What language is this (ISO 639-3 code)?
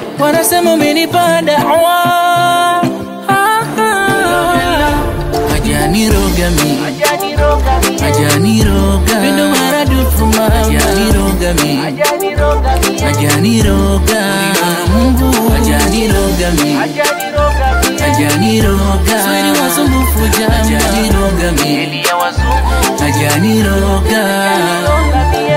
swa